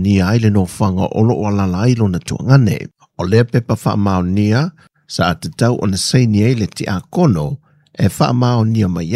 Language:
Samoan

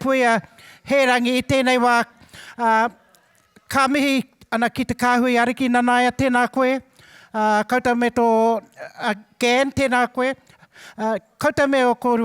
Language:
Māori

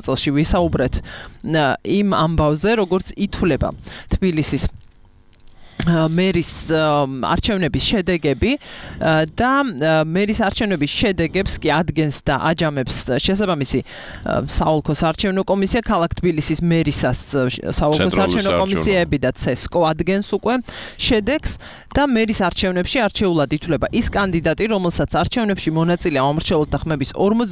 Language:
Georgian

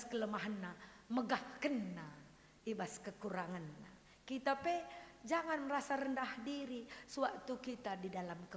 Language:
Batak Karo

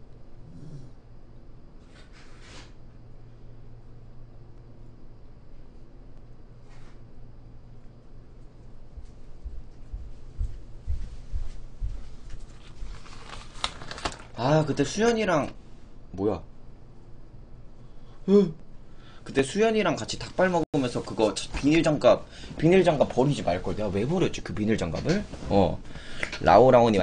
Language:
Korean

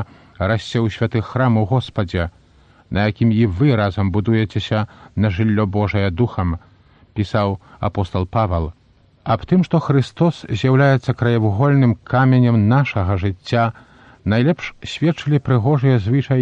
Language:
Belarusian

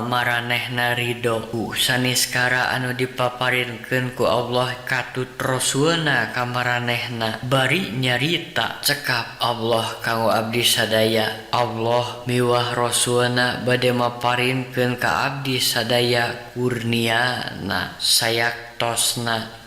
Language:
Sundanese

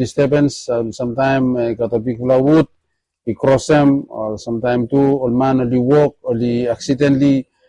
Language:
Bislama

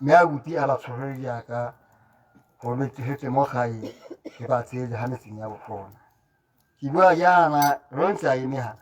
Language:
Tswana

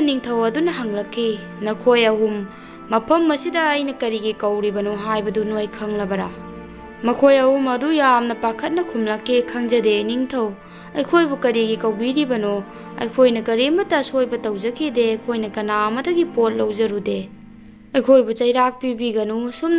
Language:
Manipuri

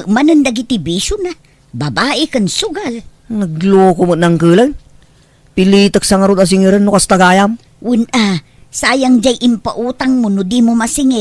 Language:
Iloko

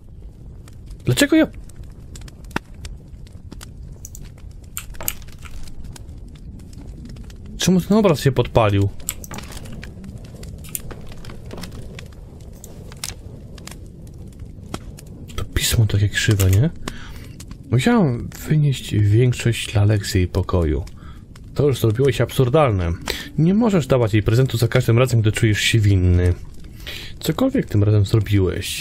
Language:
Polish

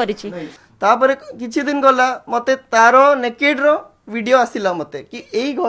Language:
Odia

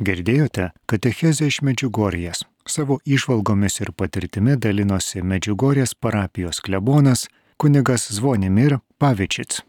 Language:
Lithuanian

